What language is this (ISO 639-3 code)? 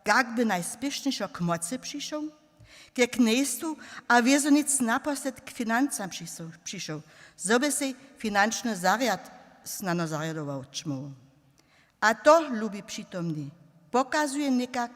hsb